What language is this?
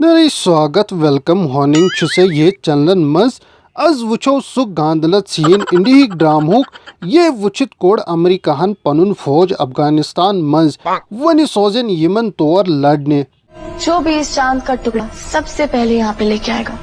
Kashmiri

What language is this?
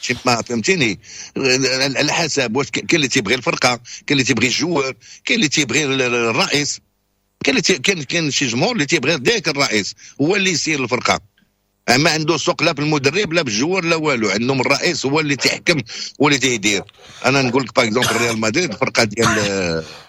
Moroccan Arabic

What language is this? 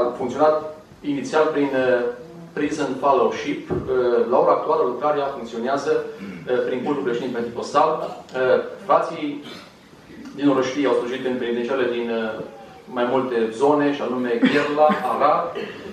Romanian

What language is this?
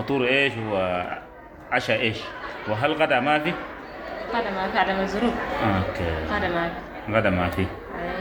Sudanese Arabic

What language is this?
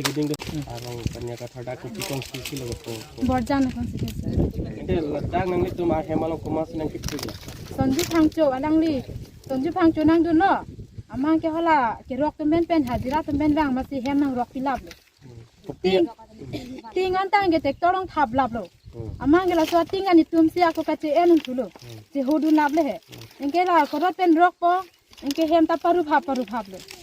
Karbi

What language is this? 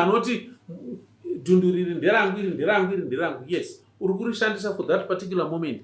Shona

